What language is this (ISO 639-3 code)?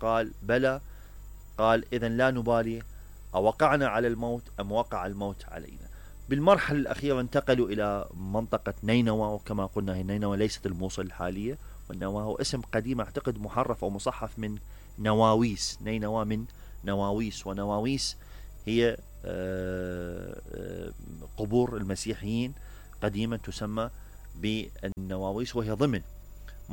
acm